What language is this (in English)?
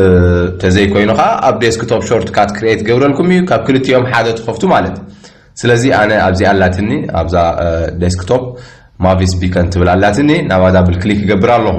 Tigrinya